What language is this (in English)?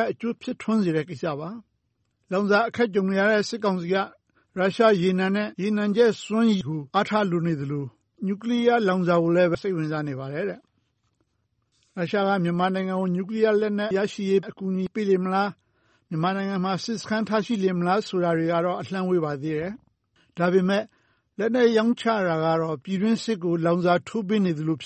Burmese